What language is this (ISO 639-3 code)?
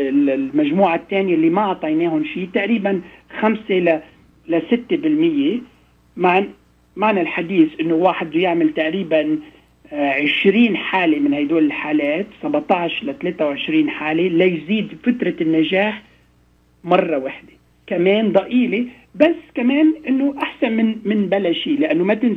apc